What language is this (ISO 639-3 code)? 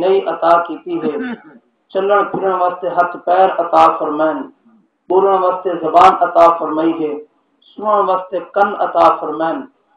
skr